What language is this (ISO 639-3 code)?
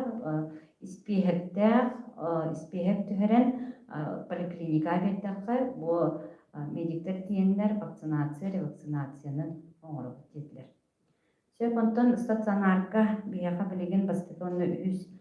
sah